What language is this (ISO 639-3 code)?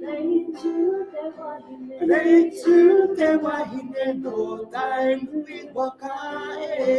mri